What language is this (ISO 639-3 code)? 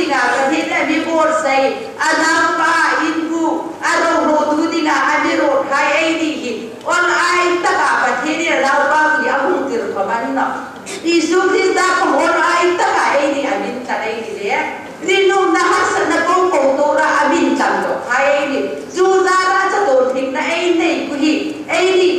hmr